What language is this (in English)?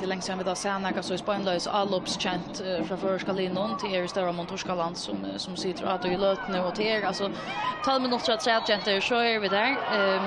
Faroese